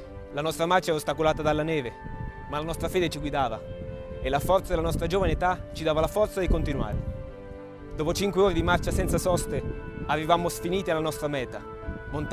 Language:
Italian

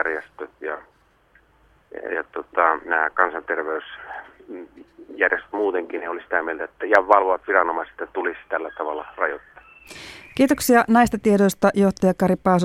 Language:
Finnish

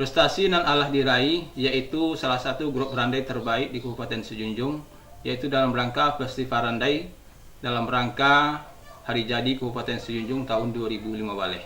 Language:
Minangkabau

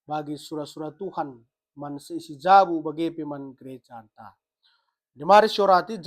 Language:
Batak Karo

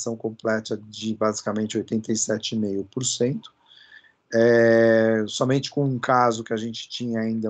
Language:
Portuguese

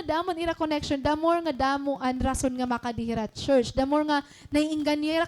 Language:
Waray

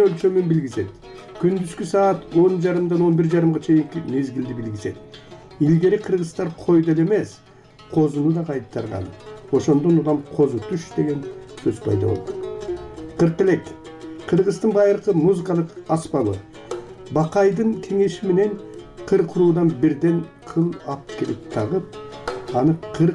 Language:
Kyrgyz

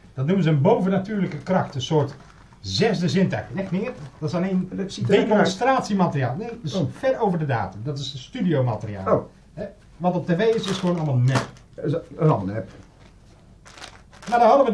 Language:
Dutch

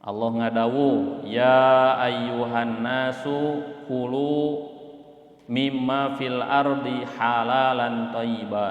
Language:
Sundanese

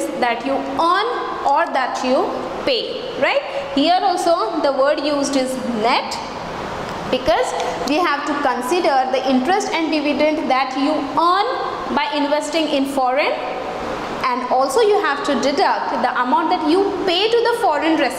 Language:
English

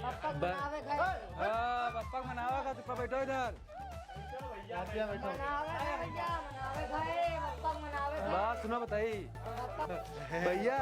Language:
Awadhi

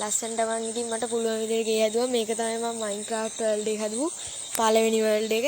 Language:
Sinhala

